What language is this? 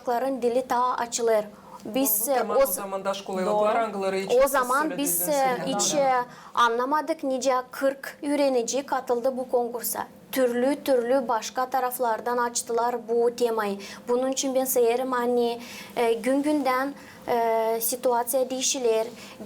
Gagauz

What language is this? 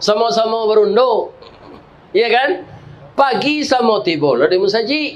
Minangkabau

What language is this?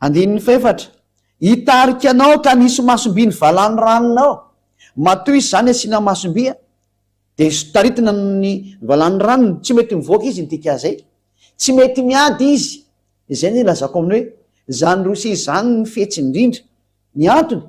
Malagasy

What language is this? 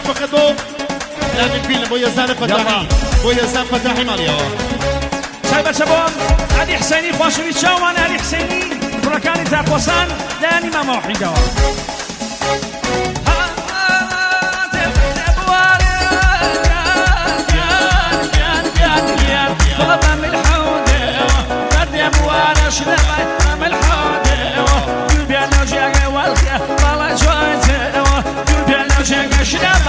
Central Kurdish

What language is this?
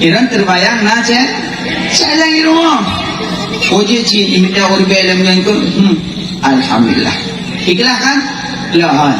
Achinese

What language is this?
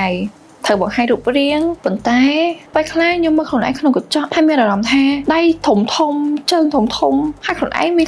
Khmer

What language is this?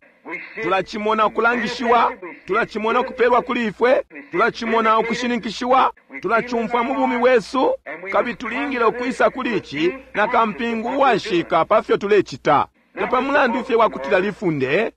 Bemba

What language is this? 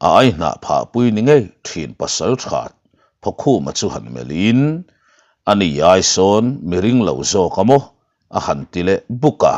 Mizo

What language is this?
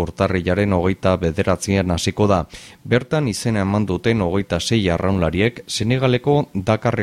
Basque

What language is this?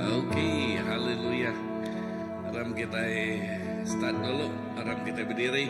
Iban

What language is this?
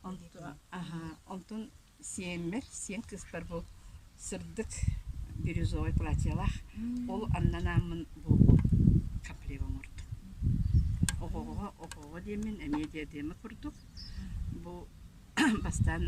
Yakut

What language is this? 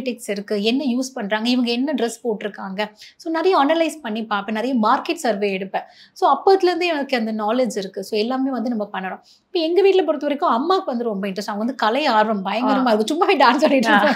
Tamil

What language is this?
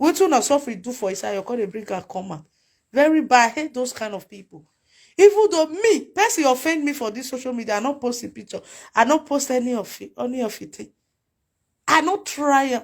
Nigerian Pidgin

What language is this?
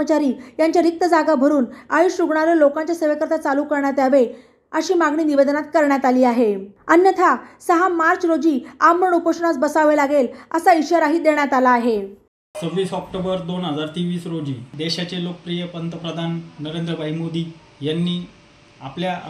Marathi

